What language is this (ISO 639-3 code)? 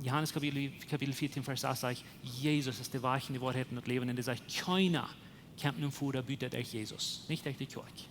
pdt